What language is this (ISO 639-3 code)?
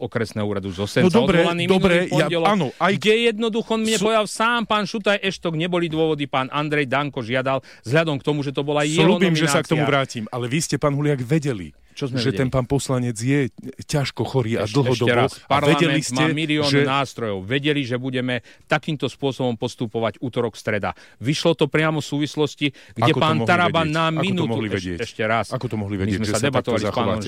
slk